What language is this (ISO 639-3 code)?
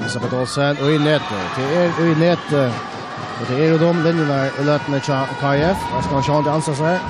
fao